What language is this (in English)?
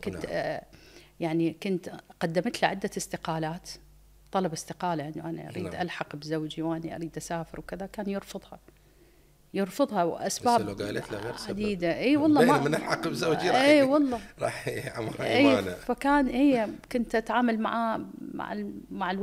Mesopotamian Arabic